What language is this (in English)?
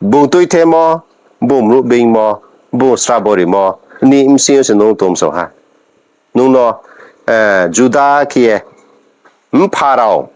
Riang (India)